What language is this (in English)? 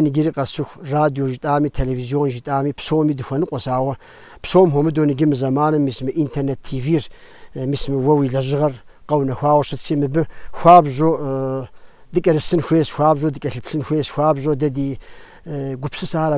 Kabardian